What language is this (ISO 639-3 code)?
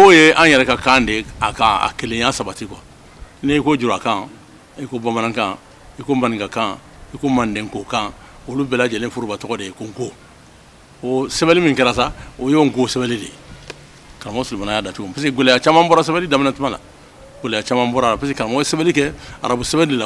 bam